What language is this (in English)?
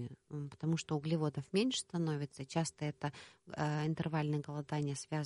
Russian